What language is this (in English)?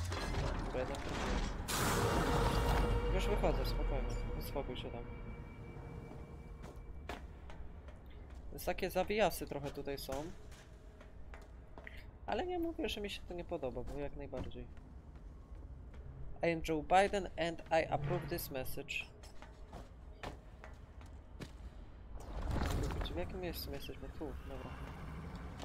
Polish